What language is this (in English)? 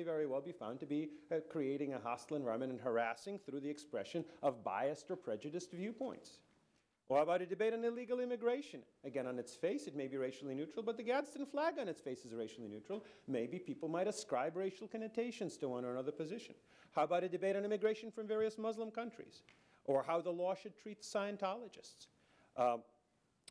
English